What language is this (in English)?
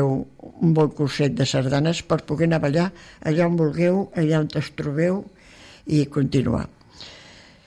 Catalan